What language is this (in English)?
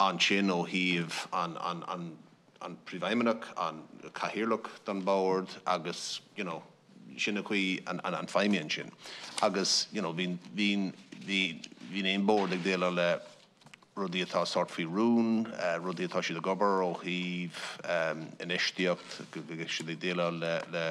Irish